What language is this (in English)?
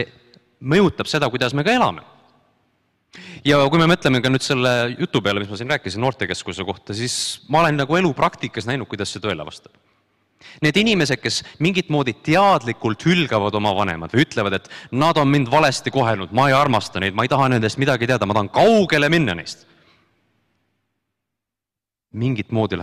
Estonian